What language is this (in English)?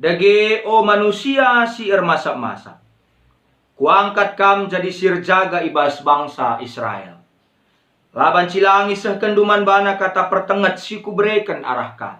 Batak Karo